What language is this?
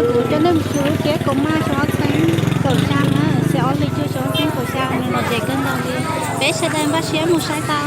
Hmong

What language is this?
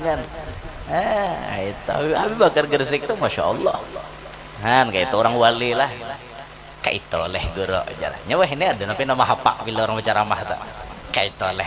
Banjar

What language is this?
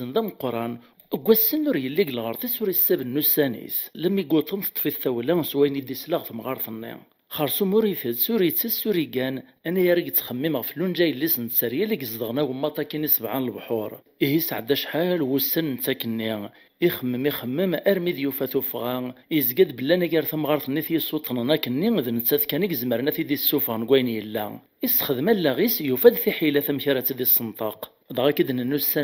Kabyle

